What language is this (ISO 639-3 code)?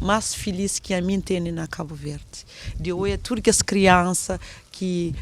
kea